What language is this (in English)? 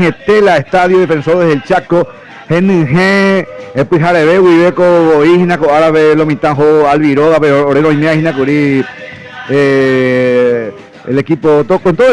Guarani